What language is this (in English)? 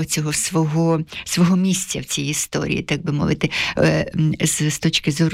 Ukrainian